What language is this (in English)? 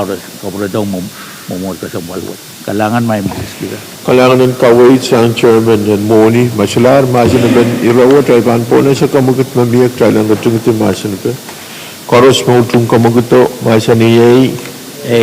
Pohnpeian